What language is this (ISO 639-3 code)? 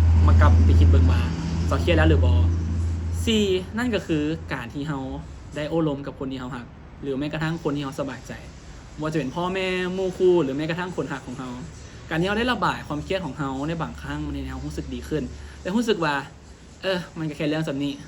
lao